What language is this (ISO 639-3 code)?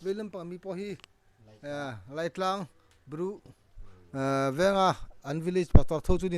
mrh